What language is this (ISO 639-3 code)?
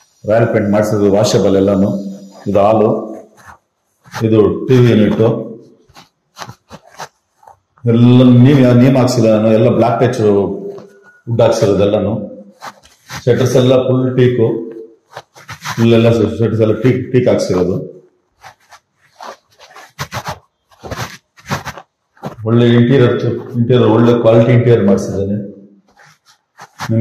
kan